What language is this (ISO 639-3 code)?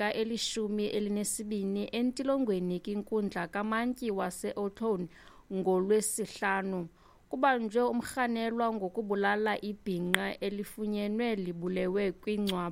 xho